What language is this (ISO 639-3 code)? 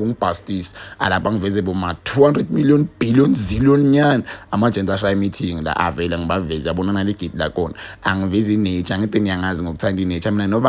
zul